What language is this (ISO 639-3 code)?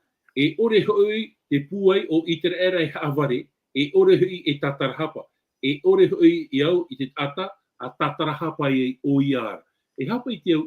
tah